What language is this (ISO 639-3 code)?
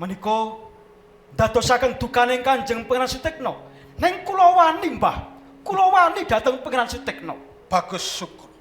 jav